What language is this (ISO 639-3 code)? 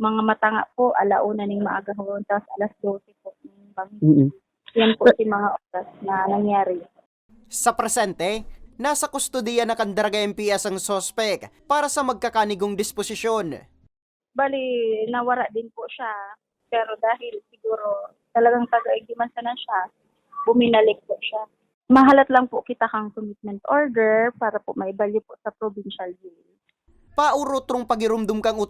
bik